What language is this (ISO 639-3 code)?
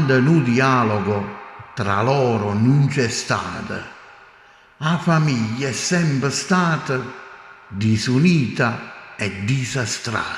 nap